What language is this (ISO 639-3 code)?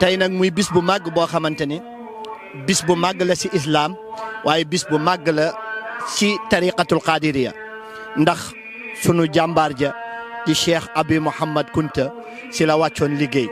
wol